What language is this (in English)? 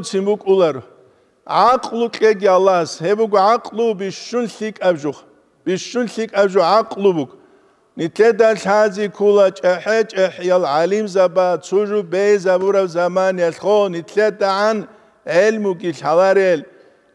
Avaric